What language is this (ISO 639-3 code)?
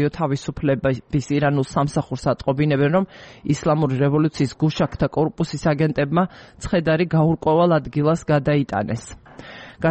kat